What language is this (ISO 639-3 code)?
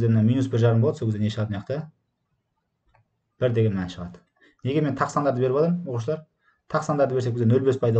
kaz